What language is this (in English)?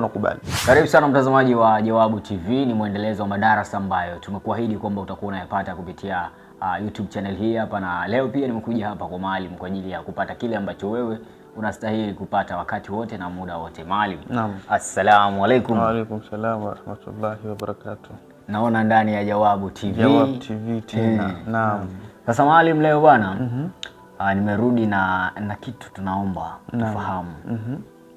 Swahili